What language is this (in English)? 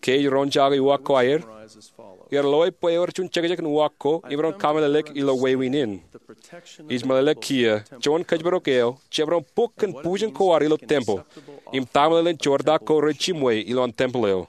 Marshallese